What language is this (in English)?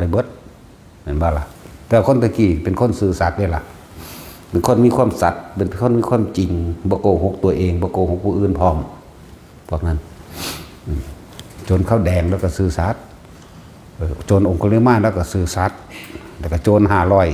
Northeastern Thai